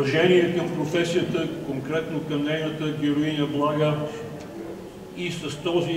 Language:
Bulgarian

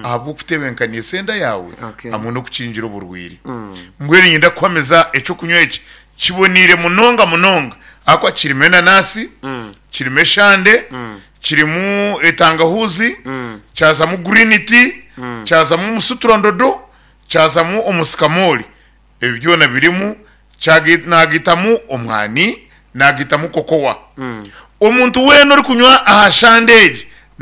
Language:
Nyankole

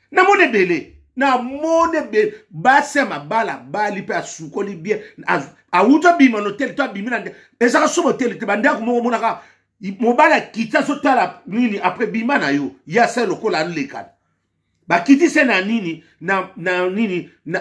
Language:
Lingala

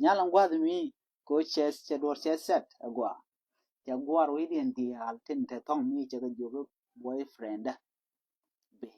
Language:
Nuer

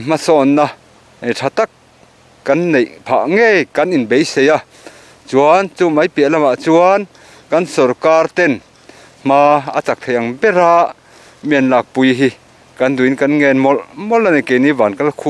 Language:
Mizo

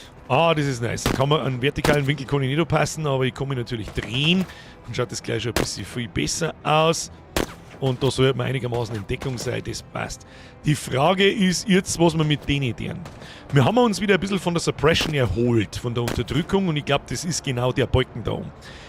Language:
Bavarian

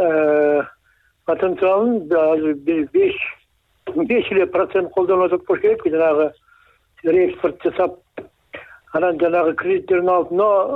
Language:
Kyrgyz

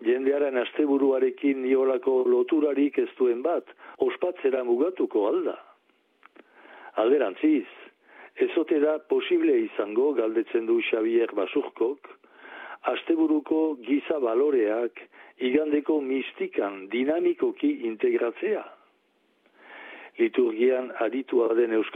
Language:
Basque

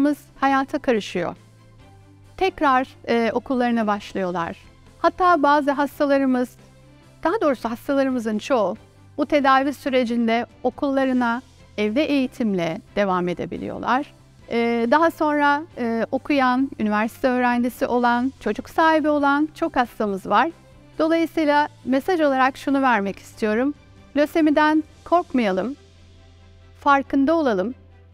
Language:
Turkish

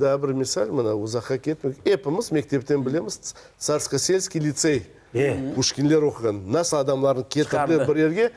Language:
Crimean Tatar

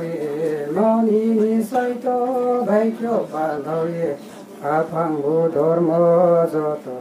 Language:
Riang (India)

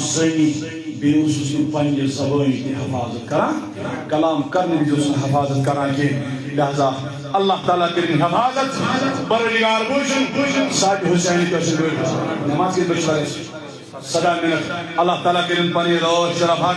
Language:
Kashmiri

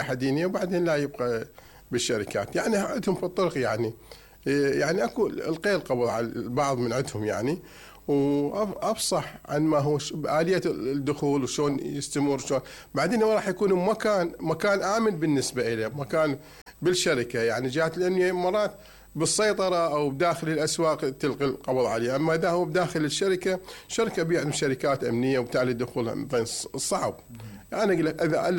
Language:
Mesopotamian Arabic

